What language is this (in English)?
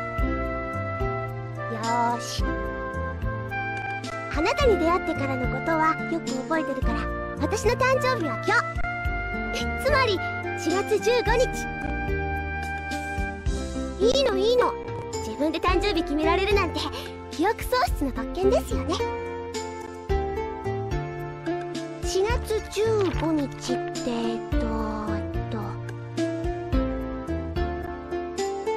Japanese